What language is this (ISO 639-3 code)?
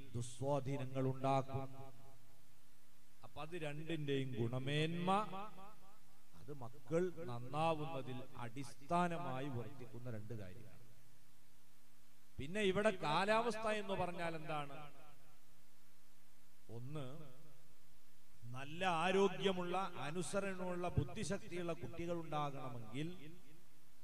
mal